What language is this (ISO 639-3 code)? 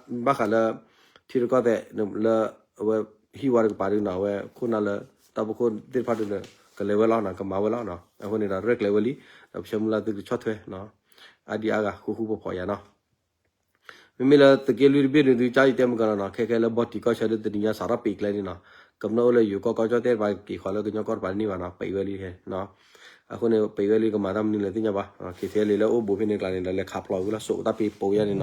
ksw